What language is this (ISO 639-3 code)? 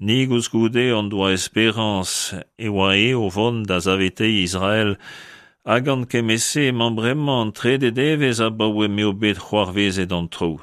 bre